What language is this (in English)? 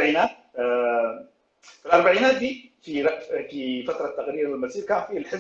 Sudanese Arabic